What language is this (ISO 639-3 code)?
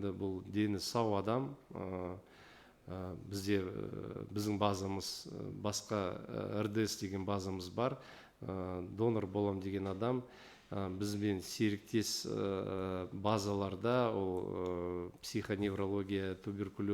kaz